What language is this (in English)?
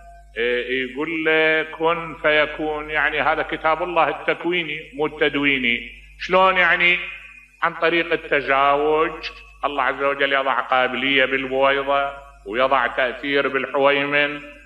Mesopotamian Arabic